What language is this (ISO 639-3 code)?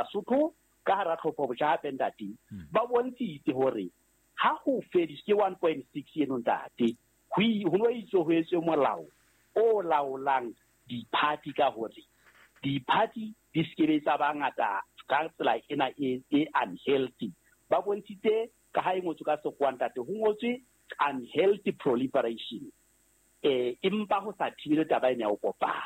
sot